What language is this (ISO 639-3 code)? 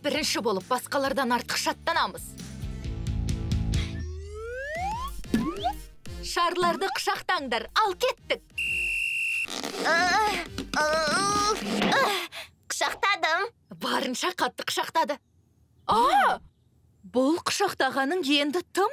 kaz